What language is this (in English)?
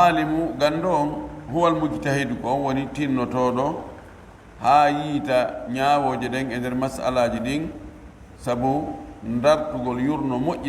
Pular